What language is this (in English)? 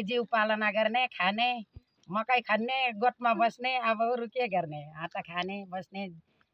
Nepali